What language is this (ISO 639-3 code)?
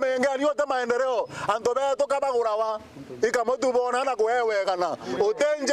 mer